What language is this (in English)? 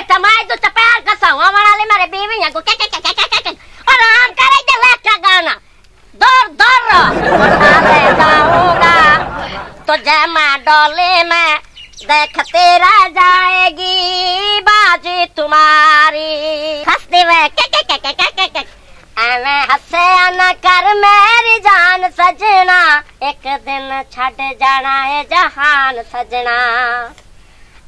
Punjabi